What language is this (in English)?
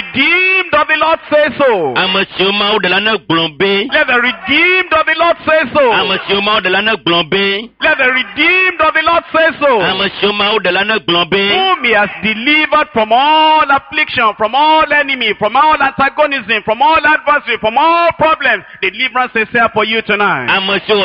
Ewe